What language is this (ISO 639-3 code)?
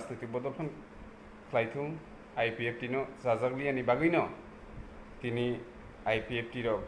trp